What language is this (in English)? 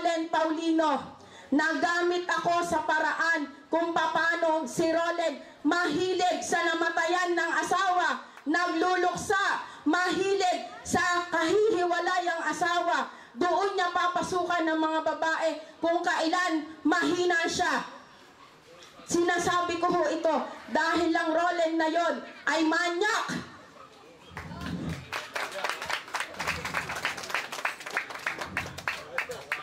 Filipino